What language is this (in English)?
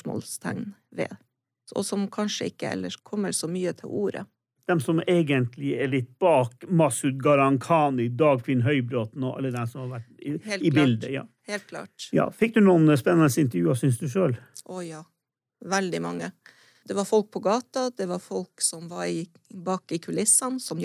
Norwegian